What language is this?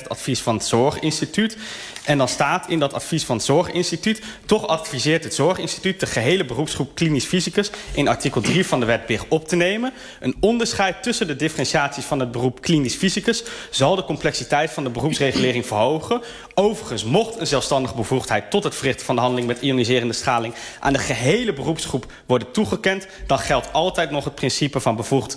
Dutch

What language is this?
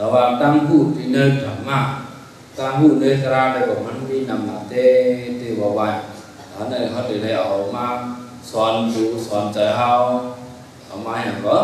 Shan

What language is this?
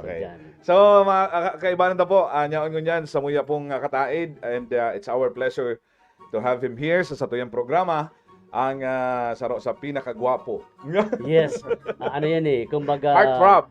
Bikol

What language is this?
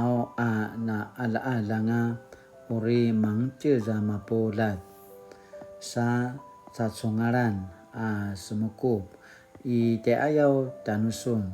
Paiwan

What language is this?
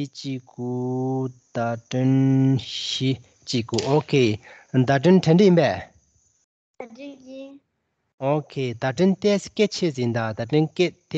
Tibetan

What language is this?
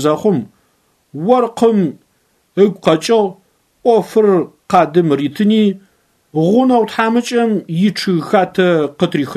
Adyghe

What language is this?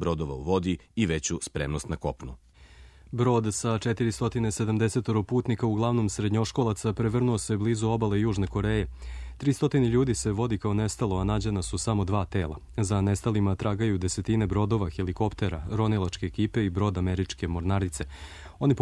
Serbian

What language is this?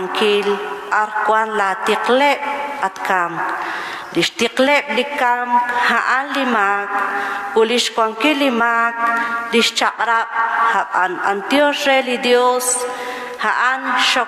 Kekchí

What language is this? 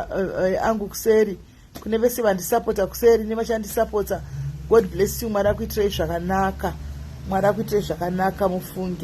Shona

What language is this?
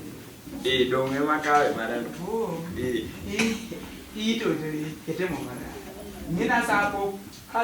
Luo (Kenya and Tanzania)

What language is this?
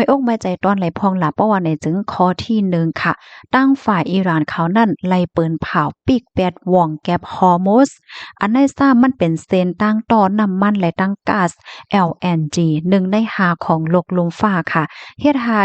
Shan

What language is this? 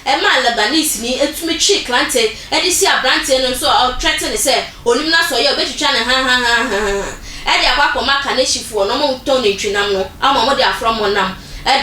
Akan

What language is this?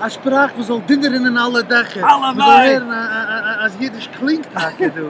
Yiddish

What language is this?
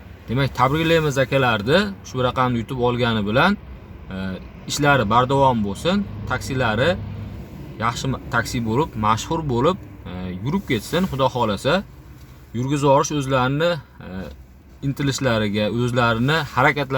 Uzbek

